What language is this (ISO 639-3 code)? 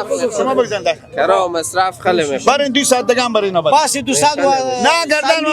fas